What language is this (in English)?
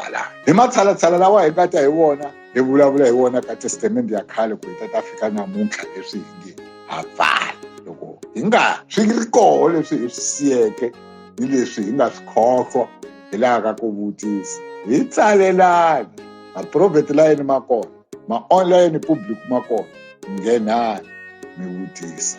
Tsonga